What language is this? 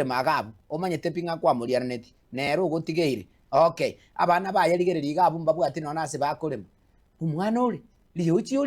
Gusii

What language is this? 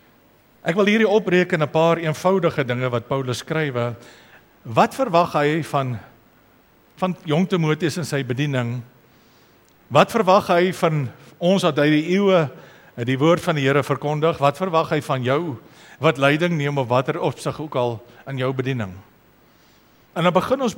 Afrikaans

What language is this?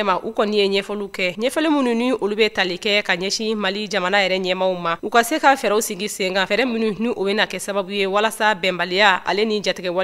Bambara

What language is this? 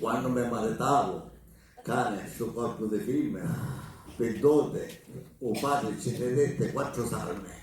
Sicilian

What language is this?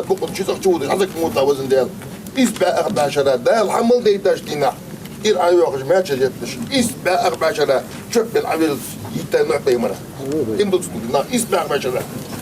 Ingush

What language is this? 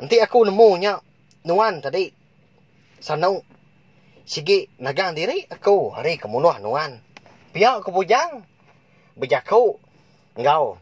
Iban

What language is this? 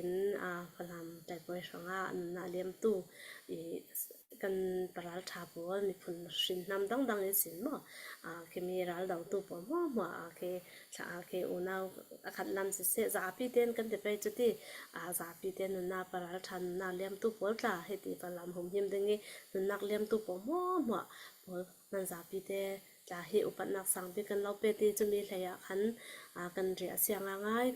Hakha Chin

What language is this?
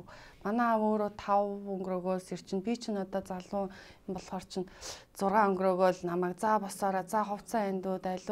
Mongolian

